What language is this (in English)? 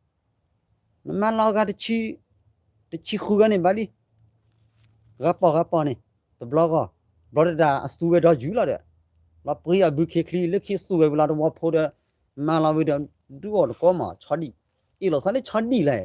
S'gaw Karen